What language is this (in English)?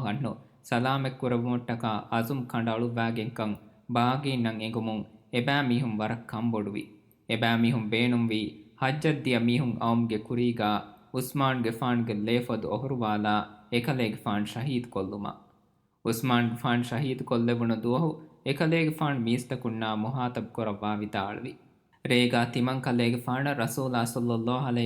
Divehi